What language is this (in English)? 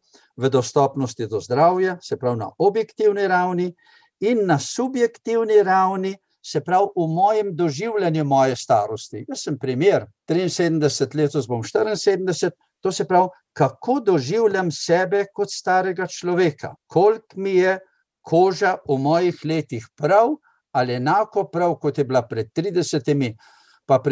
Slovenian